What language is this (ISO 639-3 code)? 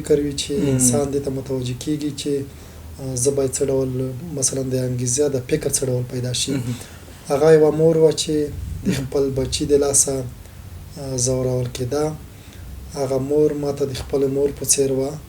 pus